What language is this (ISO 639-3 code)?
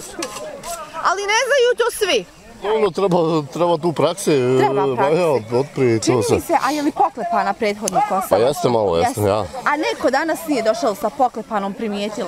bos